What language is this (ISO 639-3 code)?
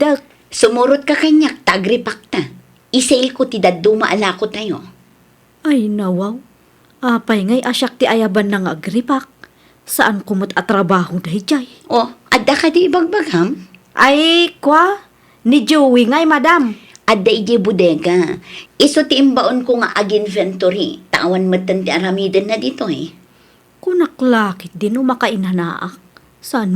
ilo